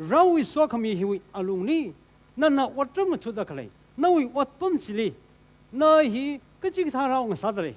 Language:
Tangkhul Naga (India)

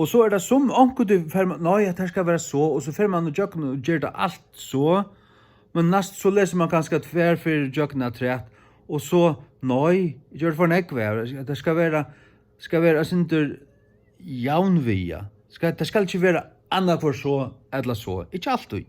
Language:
Faroese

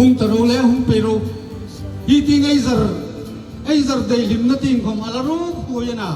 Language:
Hmar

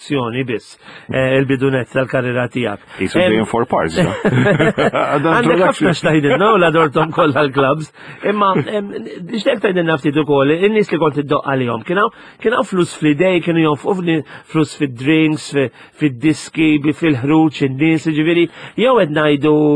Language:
Maltese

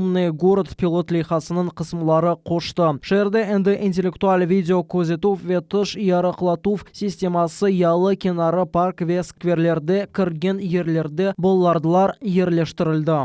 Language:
Crimean Tatar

